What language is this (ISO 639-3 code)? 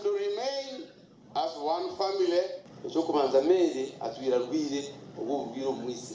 nyn